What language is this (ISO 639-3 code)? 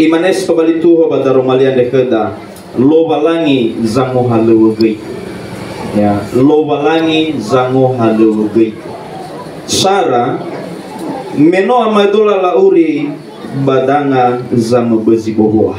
nia